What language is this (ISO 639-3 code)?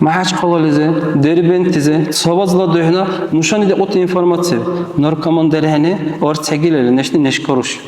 dar